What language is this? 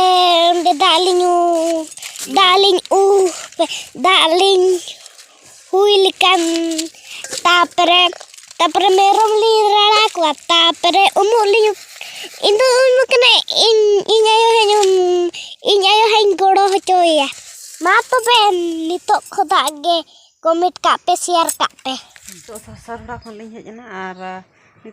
Santali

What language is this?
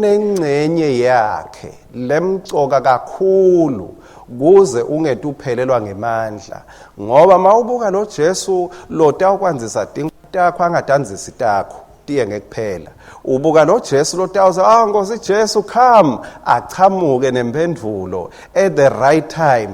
Swati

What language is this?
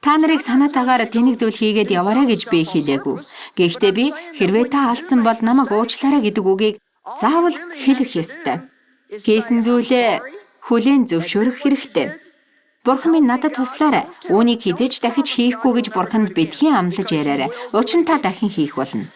Mongolian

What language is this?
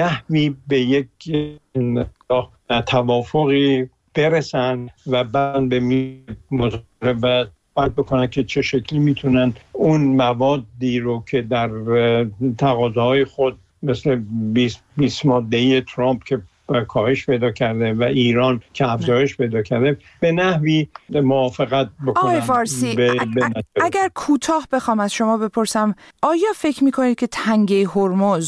Persian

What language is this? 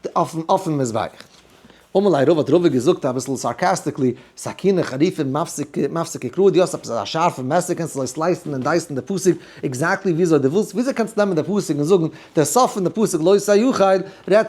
Yiddish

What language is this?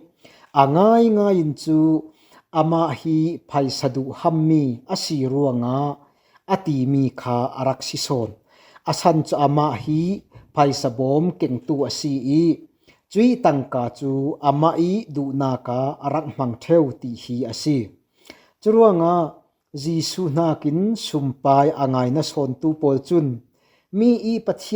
Falam Chin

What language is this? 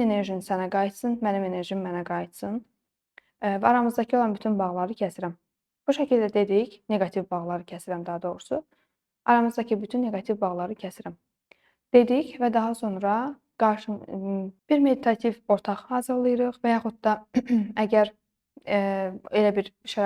Azerbaijani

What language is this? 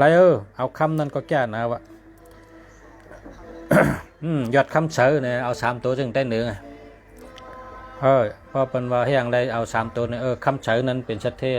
Shan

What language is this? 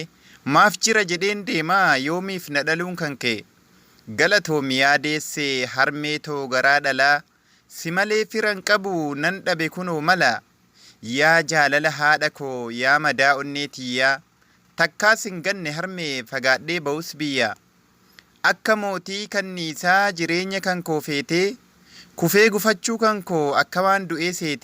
Oromo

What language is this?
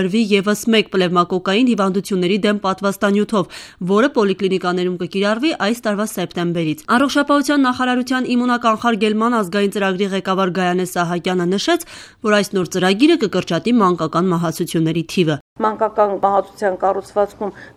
Armenian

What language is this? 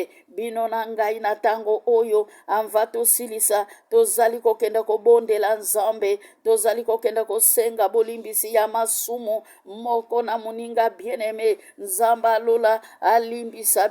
Lingala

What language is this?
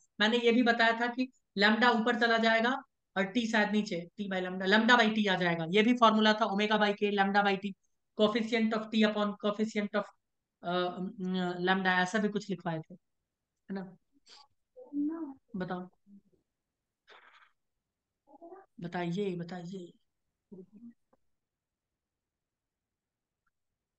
Hindi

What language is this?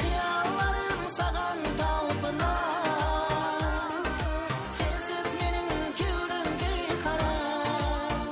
Kara-Kalpak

